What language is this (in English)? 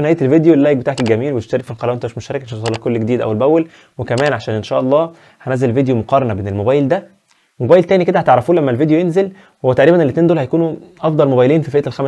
Egyptian Arabic